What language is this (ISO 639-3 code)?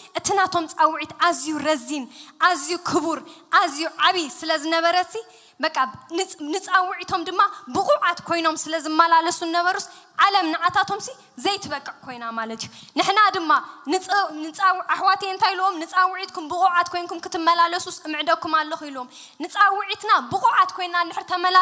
tir